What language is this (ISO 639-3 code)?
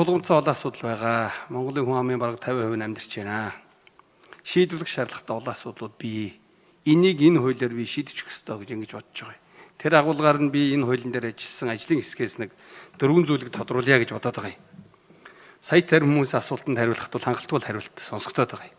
mon